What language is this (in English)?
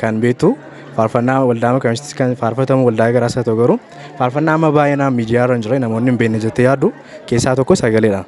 Oromo